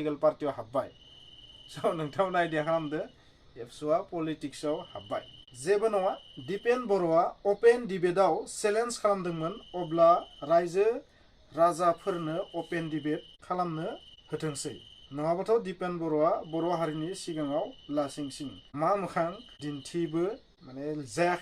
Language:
Bodo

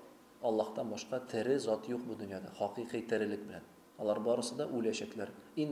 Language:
Tatar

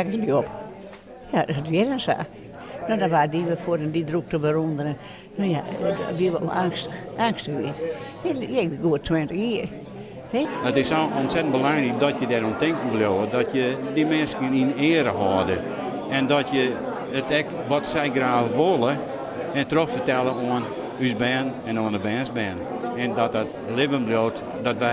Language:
Western Frisian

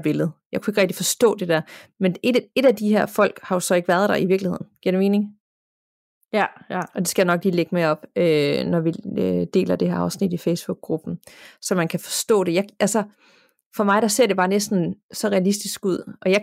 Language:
Danish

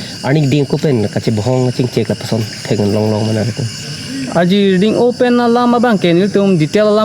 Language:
Karbi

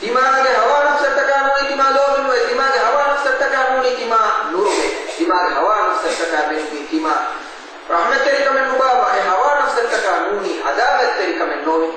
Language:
Divehi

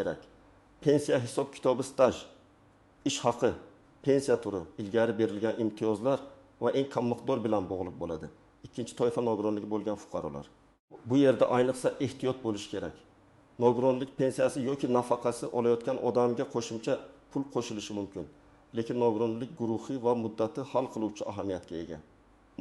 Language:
Uzbek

